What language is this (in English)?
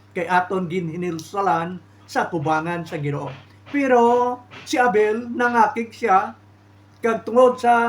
Hiligaynon